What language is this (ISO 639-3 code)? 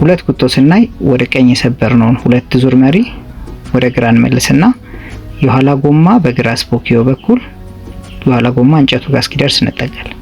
amh